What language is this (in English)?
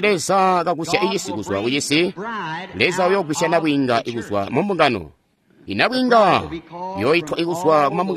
Tonga (Zambia)